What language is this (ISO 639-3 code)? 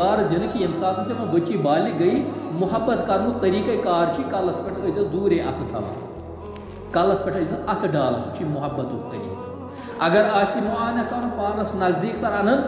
kas